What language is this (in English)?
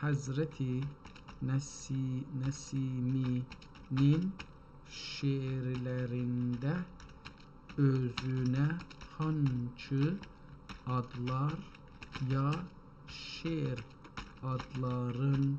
South Azerbaijani